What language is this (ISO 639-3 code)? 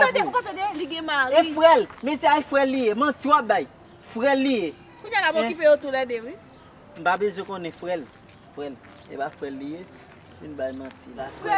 hat